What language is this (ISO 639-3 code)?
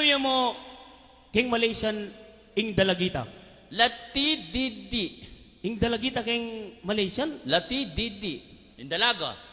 pam